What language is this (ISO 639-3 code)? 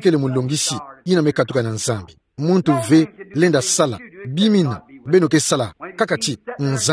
ktu